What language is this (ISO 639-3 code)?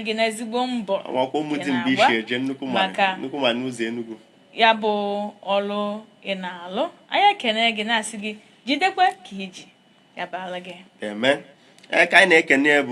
ibo